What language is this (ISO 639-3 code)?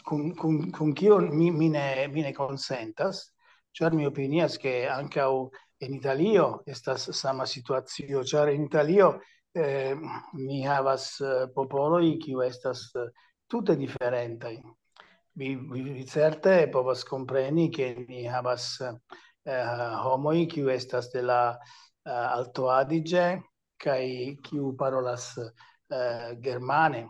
epo